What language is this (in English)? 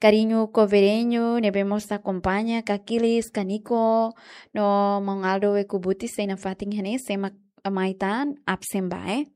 Tetum